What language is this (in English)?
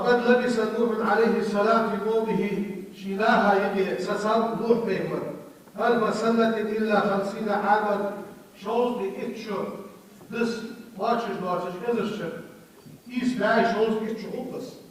Ingush